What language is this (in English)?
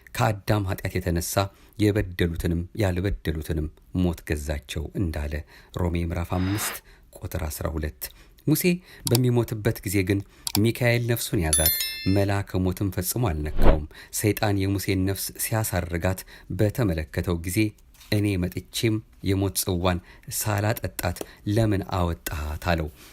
Amharic